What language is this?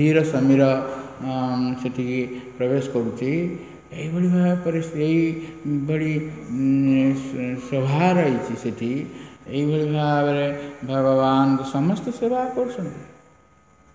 Odia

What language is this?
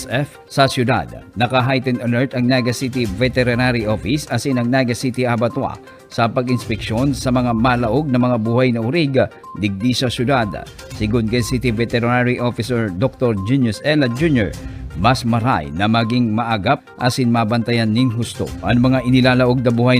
Bikol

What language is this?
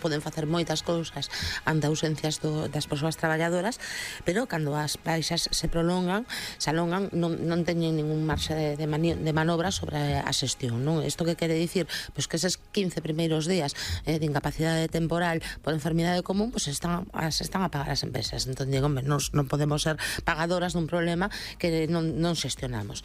Galician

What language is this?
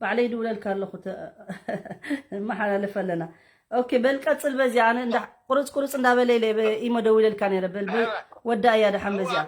Tigrinya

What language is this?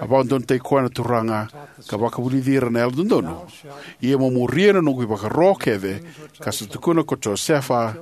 Fijian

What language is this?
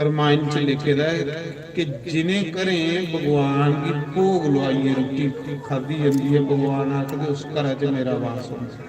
Dogri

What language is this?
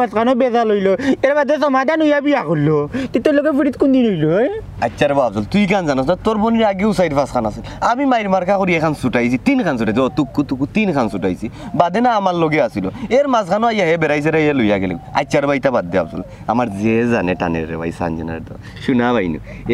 Sylheti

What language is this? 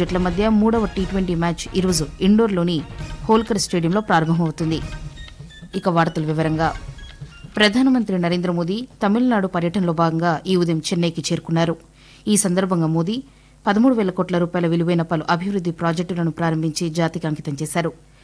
Telugu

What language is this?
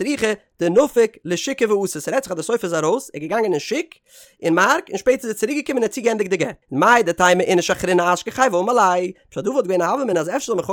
Yiddish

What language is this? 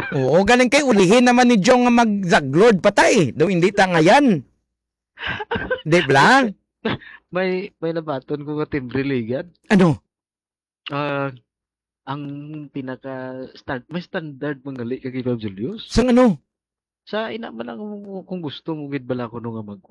Hiligaynon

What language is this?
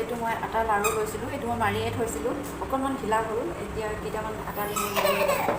Assamese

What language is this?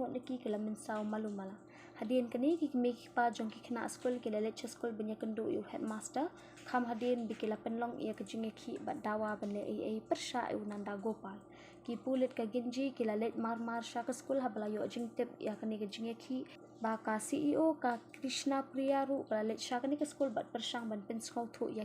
Khasi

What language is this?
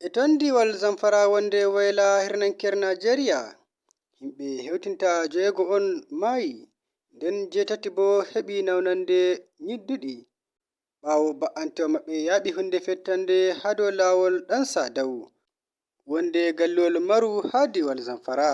Nigerian Fulfulde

